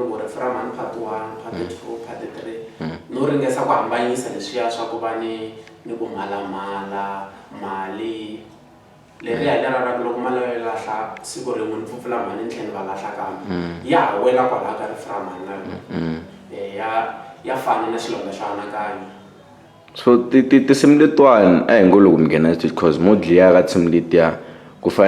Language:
Tsonga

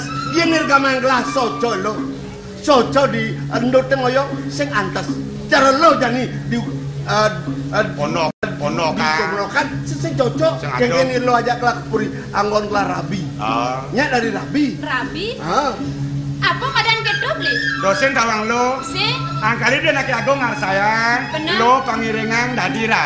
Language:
Balinese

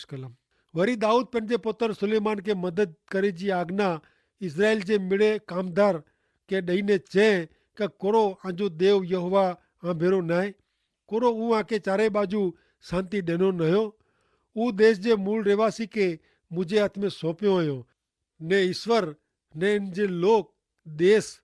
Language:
Kachhi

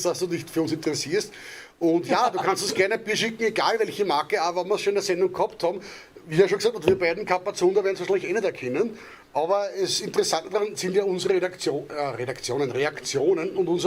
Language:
Bavarian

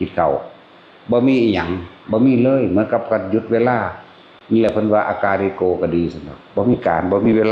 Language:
Northeastern Thai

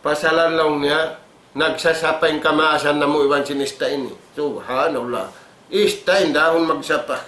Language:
Tausug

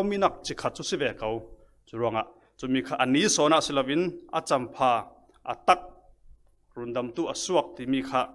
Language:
Falam Chin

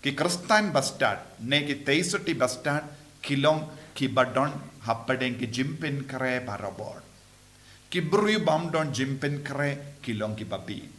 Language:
Khasi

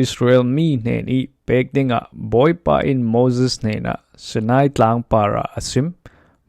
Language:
Falam Chin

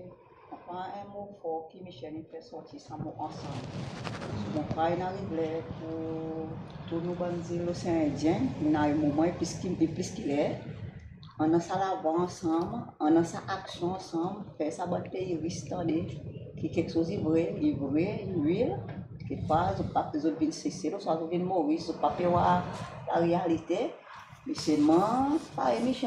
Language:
Morisyen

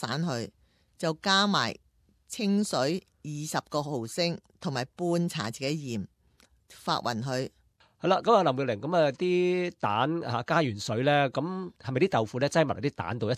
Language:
Cantonese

